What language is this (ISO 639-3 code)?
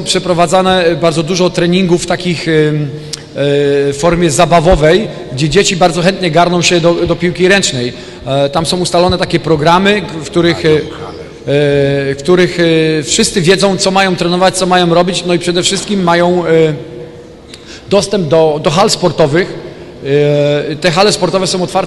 pol